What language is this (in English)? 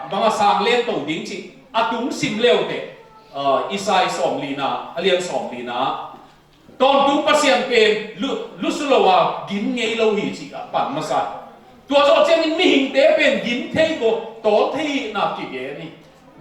Tedim Chin